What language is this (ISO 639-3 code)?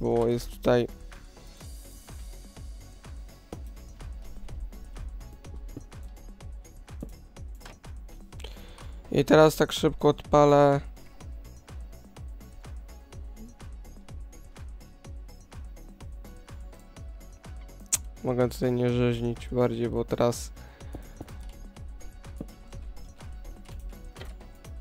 pol